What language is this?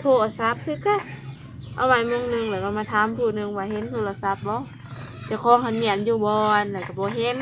Northeastern Thai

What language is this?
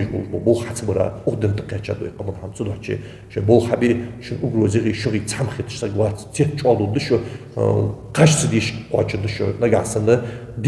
Ingush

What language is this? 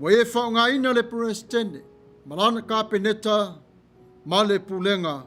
Samoan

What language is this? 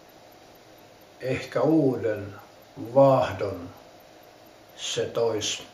Finnish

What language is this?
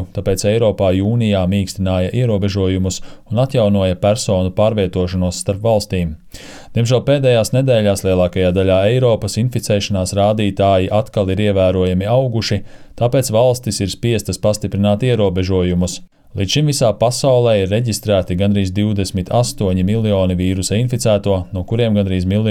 Latvian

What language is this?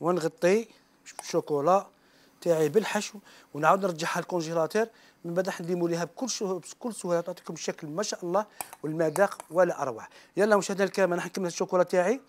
Algerian Arabic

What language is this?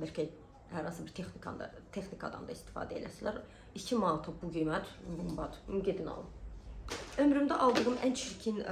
Azerbaijani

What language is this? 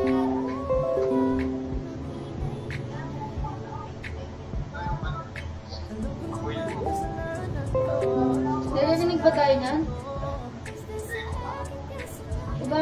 Filipino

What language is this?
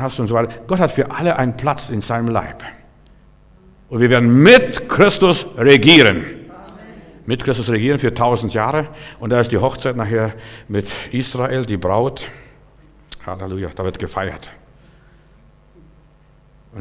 German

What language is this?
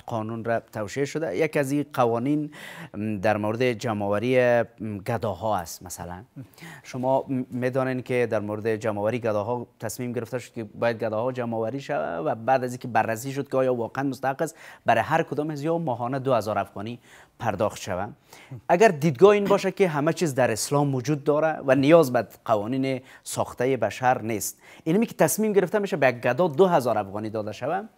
Persian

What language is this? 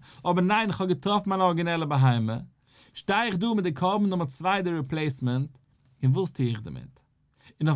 Yiddish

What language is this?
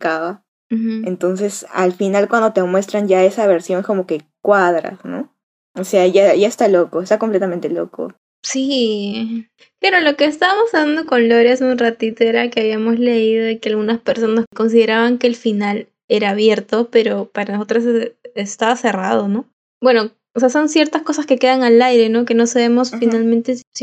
Spanish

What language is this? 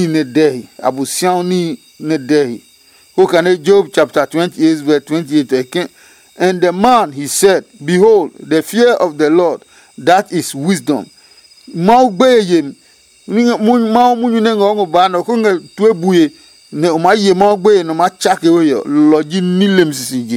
Adangme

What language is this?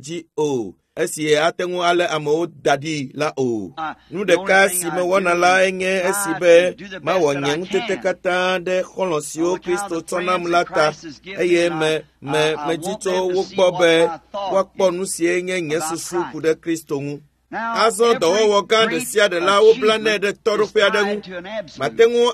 Ewe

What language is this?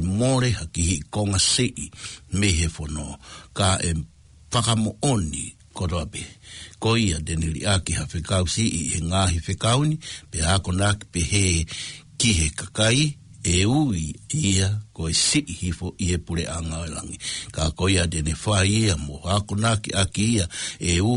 Tongan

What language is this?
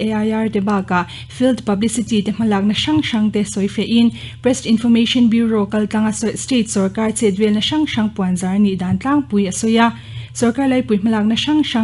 Mizo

